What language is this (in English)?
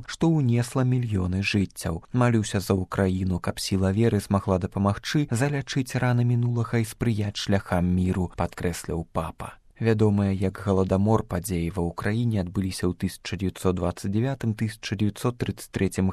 Belarusian